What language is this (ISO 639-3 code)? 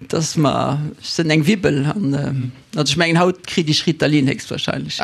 ltz